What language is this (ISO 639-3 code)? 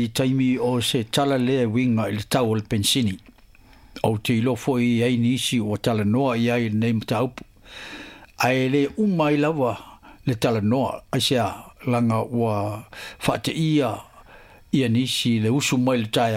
smo